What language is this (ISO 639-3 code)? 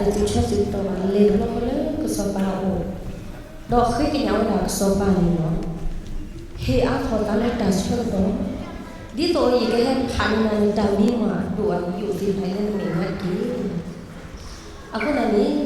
ksw